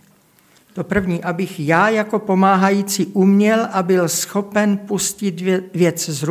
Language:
Czech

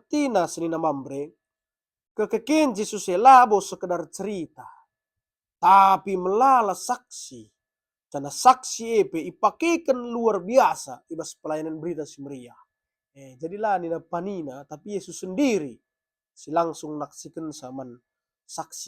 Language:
Batak Karo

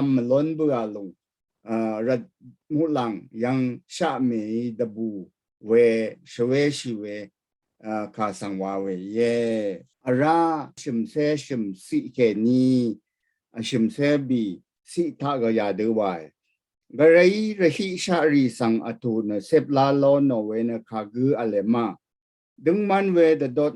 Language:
Rawang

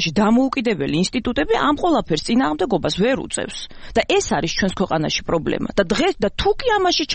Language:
Georgian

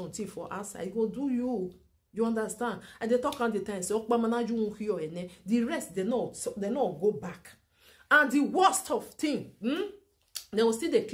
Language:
Nigerian Pidgin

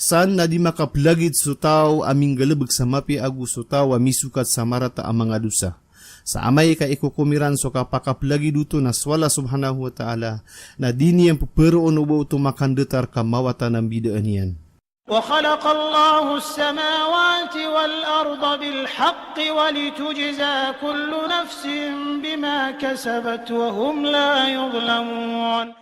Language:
Maranao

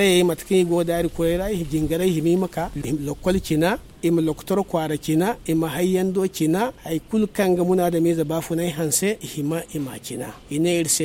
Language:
Zarma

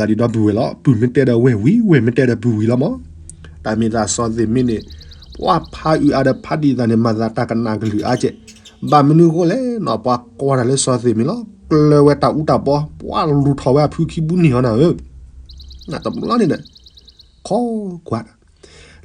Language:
S'gaw Karen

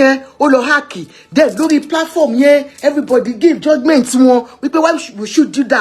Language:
Yoruba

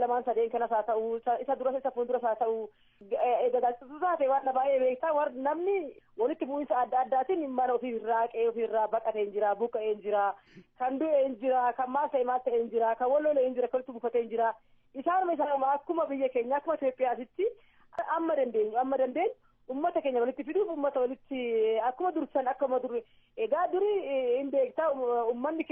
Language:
Oromo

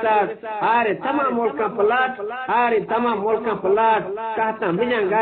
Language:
Eastern Balochi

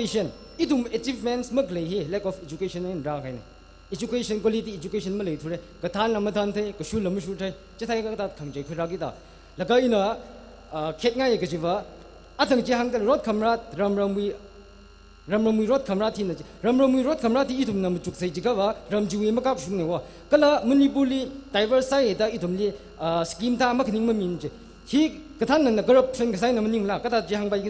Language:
Tangkhul Naga (India)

